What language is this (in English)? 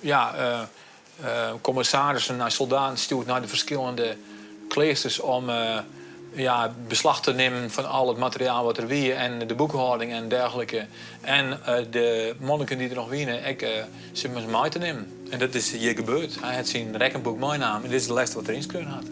Western Frisian